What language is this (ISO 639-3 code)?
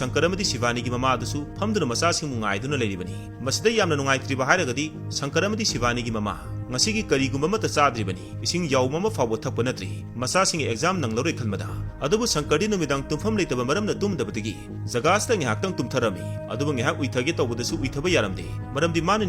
mni